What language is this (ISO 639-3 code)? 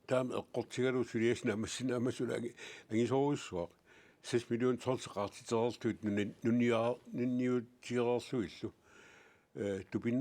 kal